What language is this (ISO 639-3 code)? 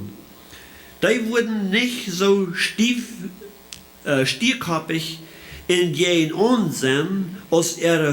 pdt